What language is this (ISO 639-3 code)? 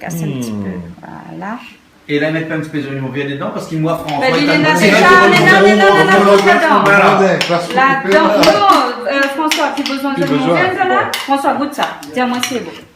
rcf